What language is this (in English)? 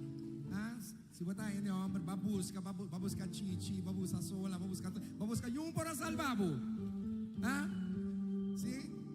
Papiamento